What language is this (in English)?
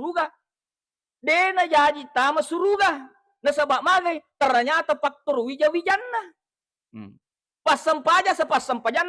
Buginese